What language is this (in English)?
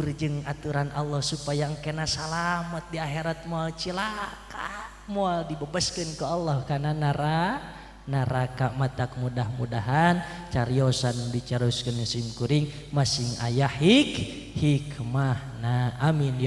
Sundanese